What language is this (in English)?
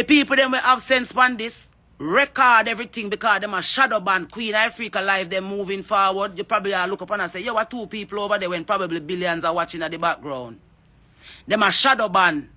Jamaican Creole English